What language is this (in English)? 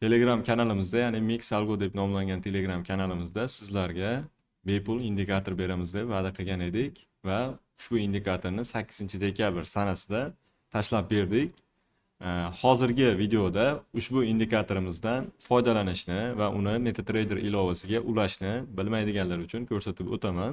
Uzbek